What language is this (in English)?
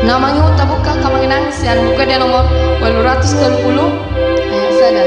Batak Toba